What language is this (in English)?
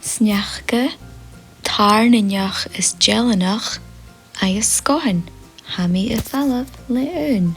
Scottish Gaelic